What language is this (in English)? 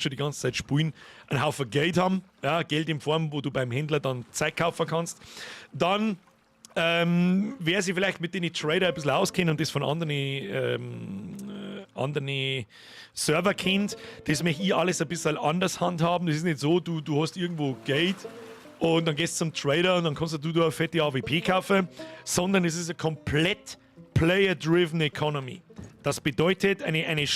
Bavarian